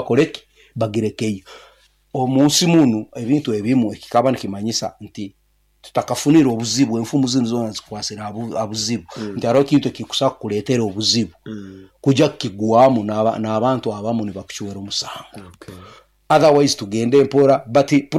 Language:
Nyankole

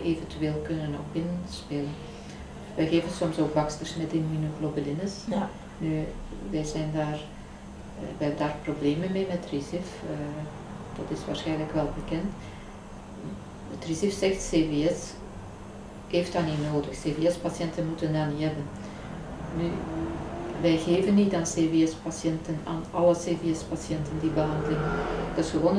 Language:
Dutch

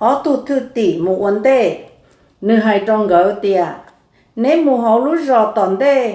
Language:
Hmong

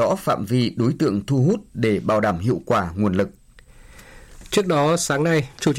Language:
Vietnamese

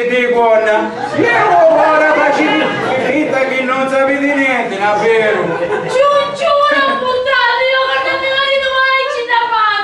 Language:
Sicilian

